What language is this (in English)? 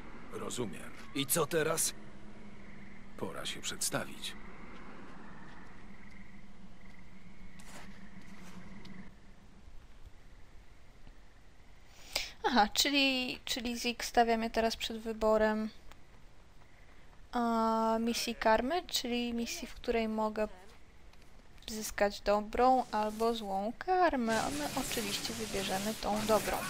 Polish